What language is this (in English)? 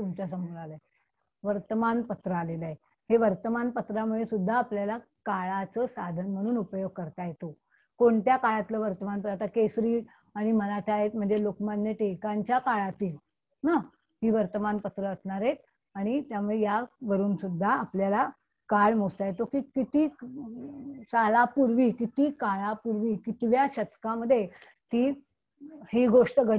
Marathi